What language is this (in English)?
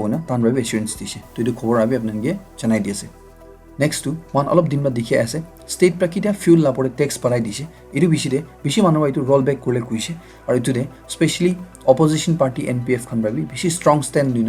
Naga Pidgin